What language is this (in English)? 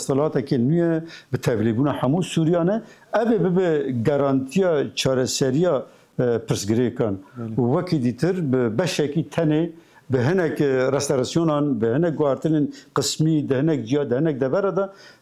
Kurdish